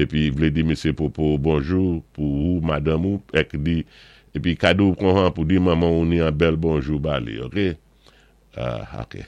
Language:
Saint Lucian Creole French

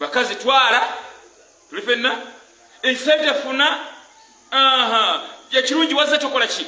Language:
Ganda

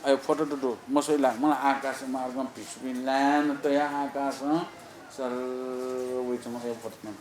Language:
Newari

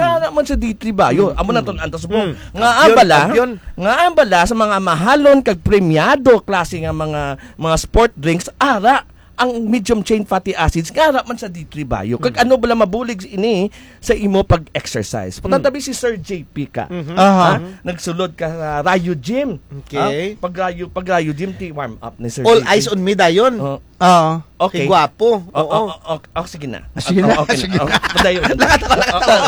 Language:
Hiligaynon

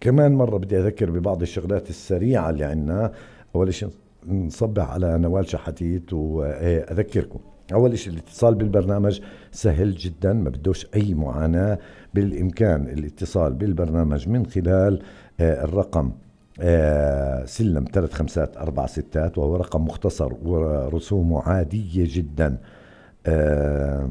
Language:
North Levantine Arabic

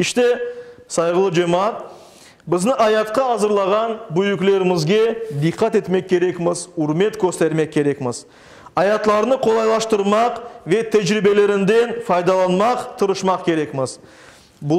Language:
Crimean Tatar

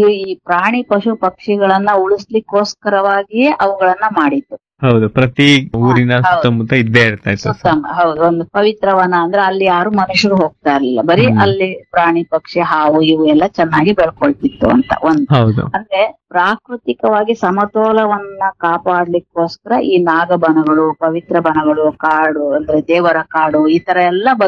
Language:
Kannada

